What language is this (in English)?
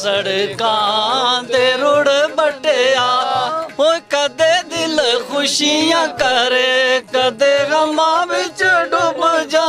Dogri